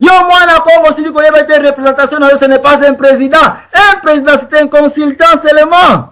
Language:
Lingala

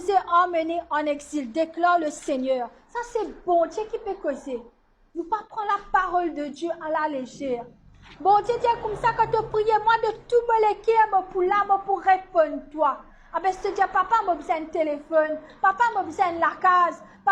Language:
Morisyen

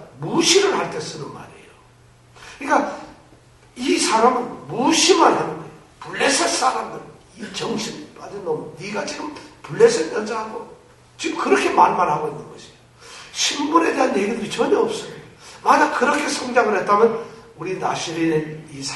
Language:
Korean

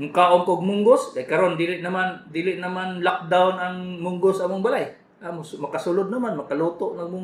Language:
Cebuano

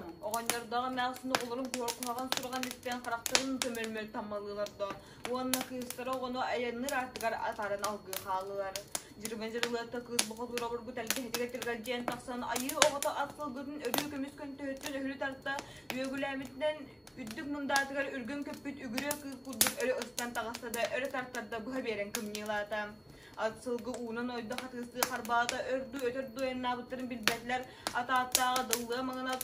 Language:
Yakut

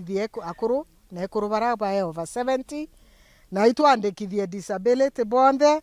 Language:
Meru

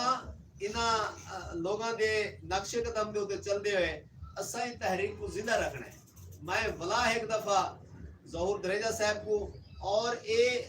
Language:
Saraiki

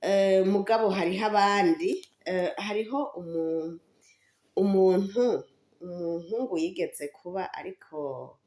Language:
Rundi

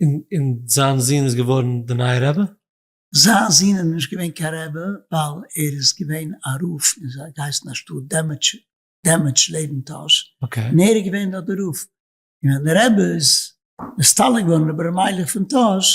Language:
Yiddish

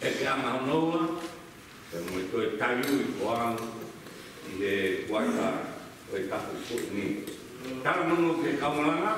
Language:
Tongan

